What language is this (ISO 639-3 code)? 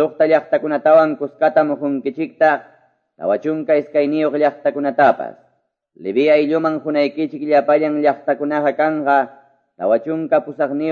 que